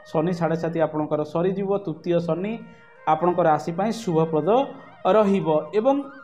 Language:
Odia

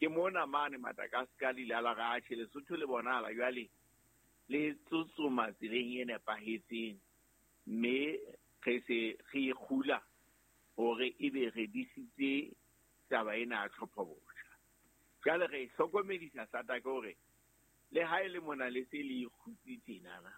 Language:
Southern Sotho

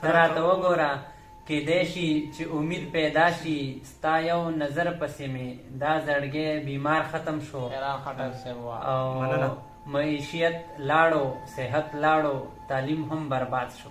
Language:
Pashto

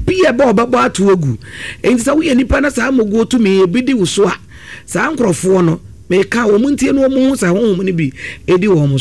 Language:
Akan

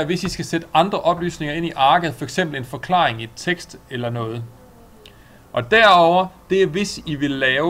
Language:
Danish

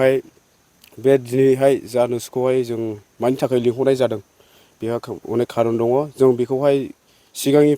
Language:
Bodo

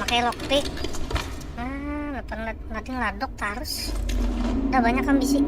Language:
Banjar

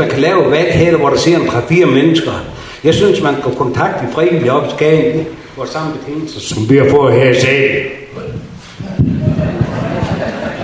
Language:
Danish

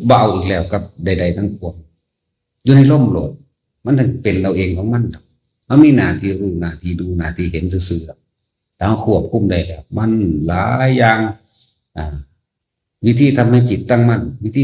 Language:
Northeastern Thai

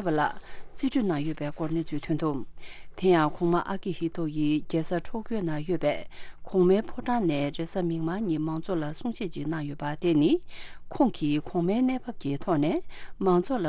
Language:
Tibetan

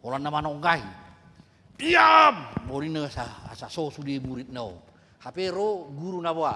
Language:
Batak Toba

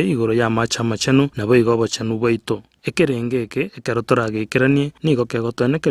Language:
Gusii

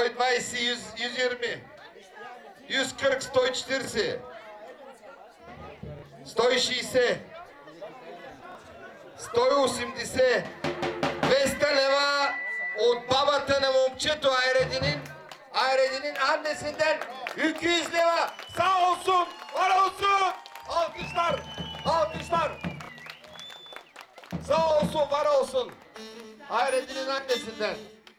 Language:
Turkish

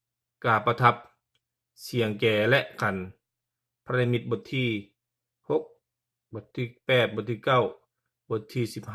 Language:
Lao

